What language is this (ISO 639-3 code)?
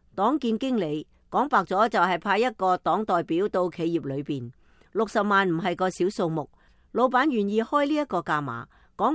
yue